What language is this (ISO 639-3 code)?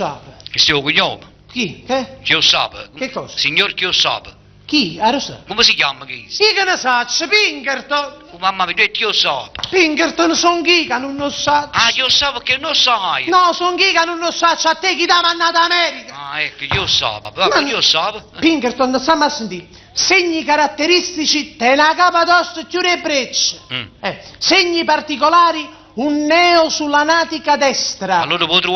nap